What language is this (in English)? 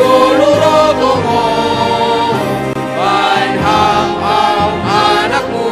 Batak Simalungun